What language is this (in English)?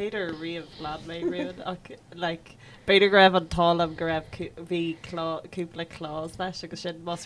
Irish